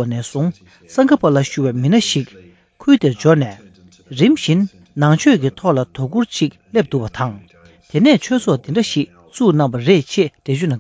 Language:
Tibetan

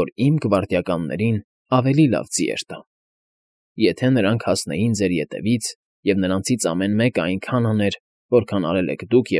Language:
Armenian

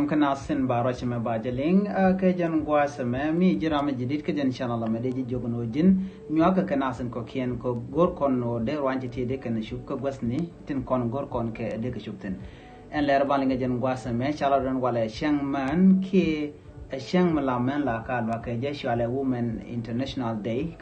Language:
Nuer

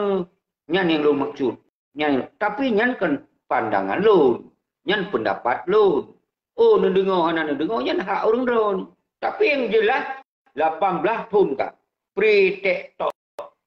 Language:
Achinese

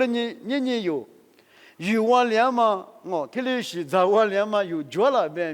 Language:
Lisu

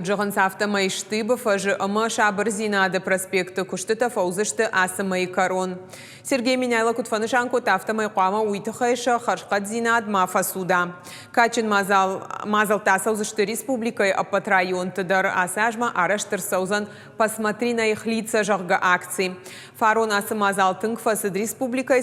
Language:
Ossetic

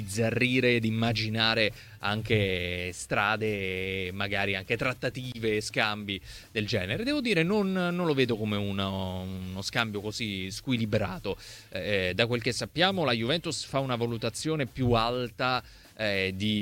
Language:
Italian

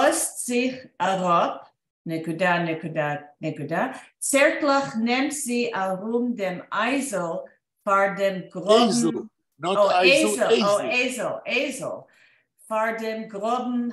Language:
Yiddish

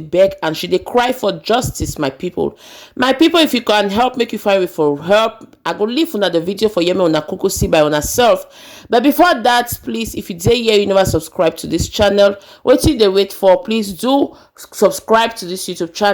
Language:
Nigerian Pidgin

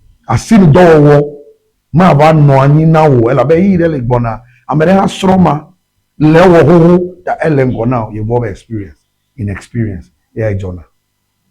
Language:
Ewe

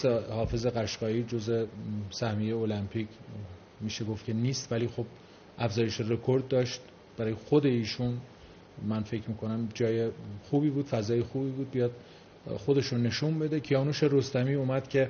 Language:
Persian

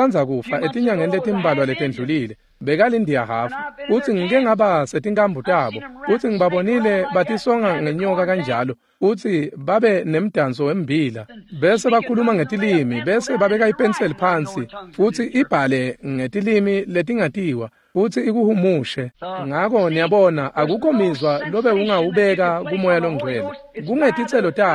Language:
Swati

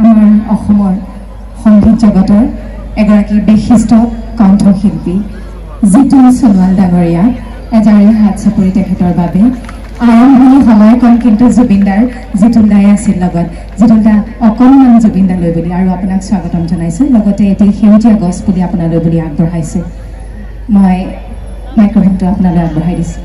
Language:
Assamese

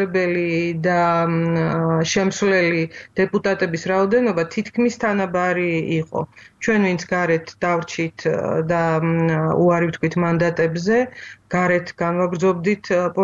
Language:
Georgian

